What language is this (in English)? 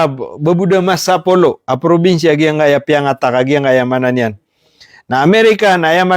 Maranao